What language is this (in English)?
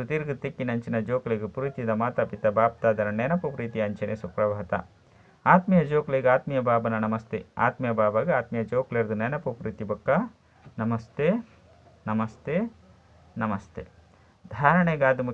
Tulu